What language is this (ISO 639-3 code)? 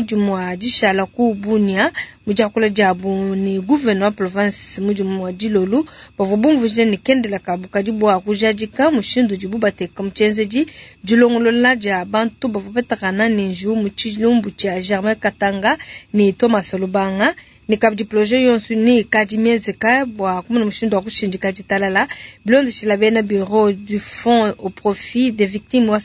lua